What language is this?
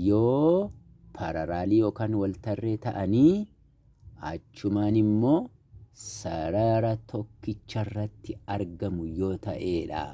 Oromo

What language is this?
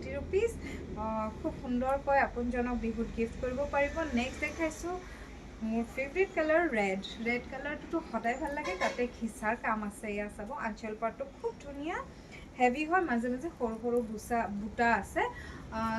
Assamese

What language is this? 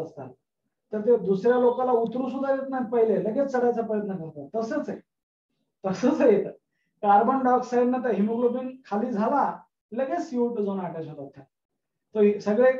Marathi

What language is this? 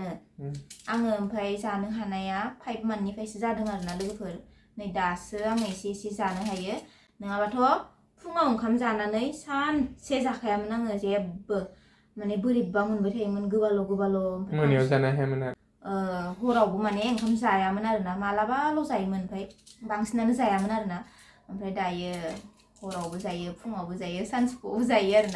Bodo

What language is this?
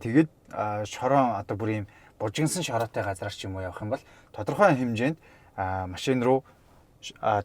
Mongolian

